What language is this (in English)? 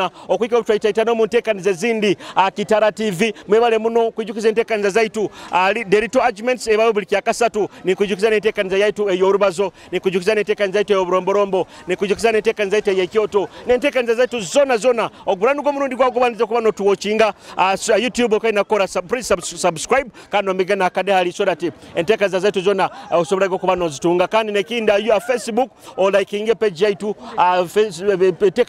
Nyoro